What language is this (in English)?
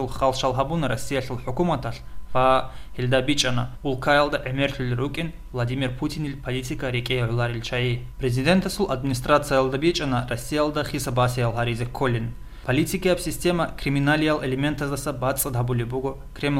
Avaric